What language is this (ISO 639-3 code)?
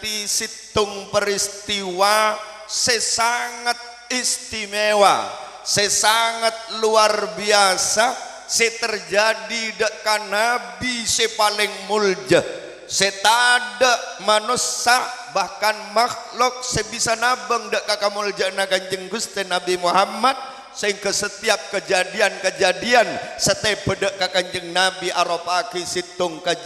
mad